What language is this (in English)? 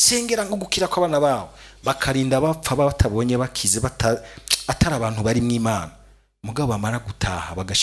Rundi